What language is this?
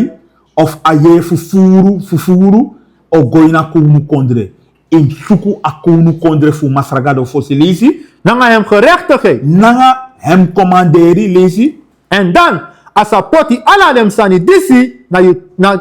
Sranan Tongo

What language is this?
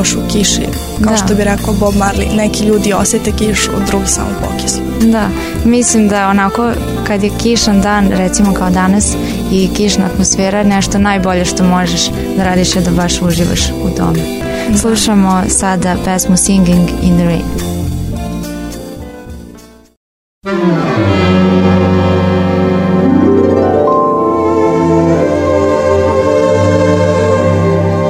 Serbian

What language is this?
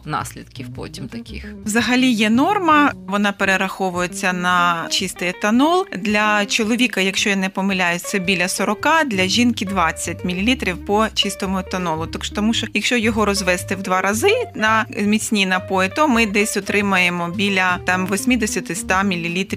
Ukrainian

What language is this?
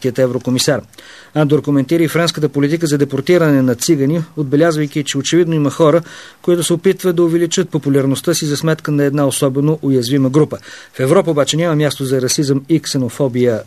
Bulgarian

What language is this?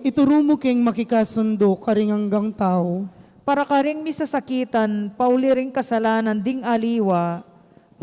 Pampanga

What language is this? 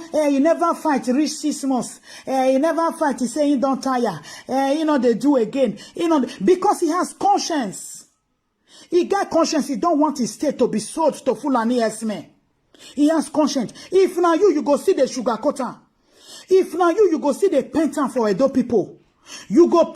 Nigerian Pidgin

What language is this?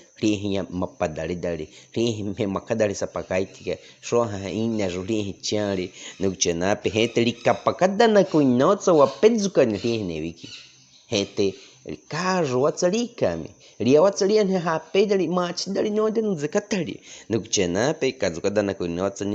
Baniwa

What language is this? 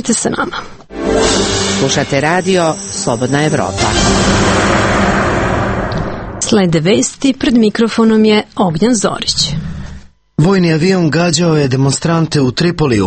Serbian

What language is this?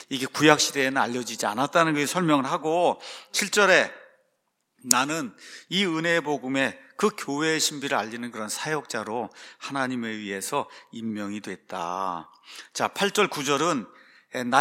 Korean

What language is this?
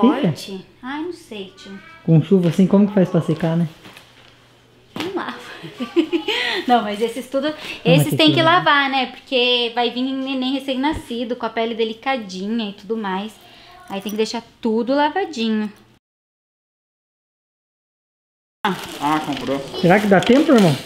Portuguese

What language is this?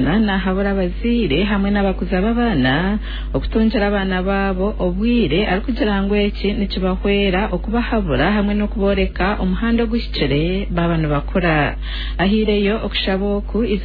Nyankole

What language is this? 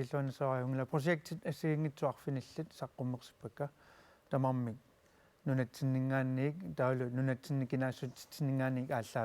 Kalaallisut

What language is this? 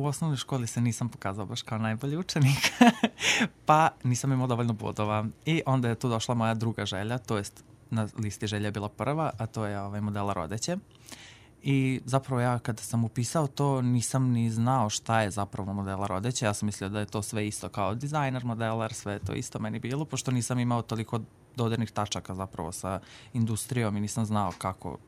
Serbian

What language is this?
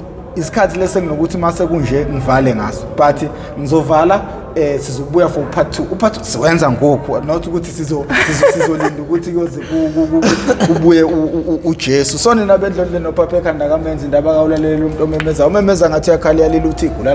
Zulu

